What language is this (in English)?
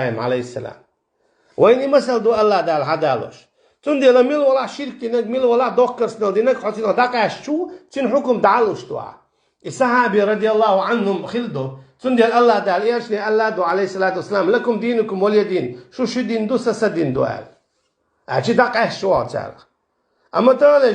Chechen